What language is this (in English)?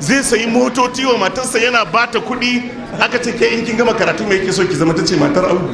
Hausa